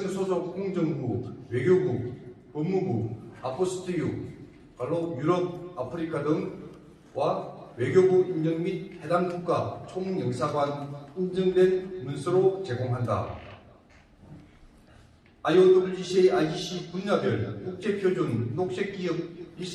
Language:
Korean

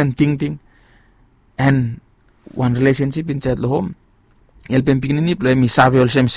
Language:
Bislama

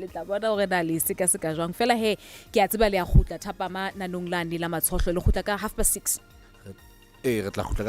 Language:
Southern Sotho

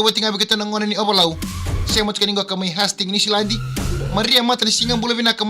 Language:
Fijian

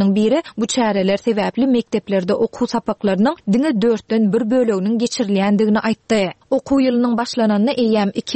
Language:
Turkmen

